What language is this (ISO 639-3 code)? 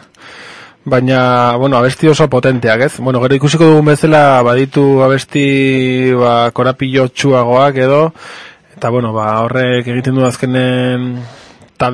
eus